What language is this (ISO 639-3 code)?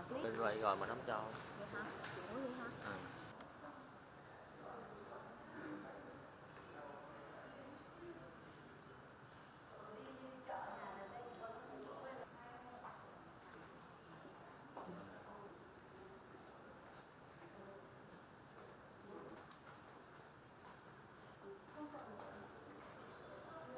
vie